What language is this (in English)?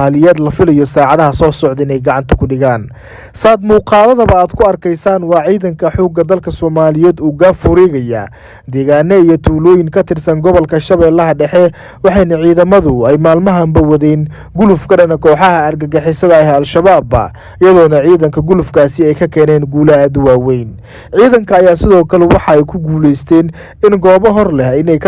Somali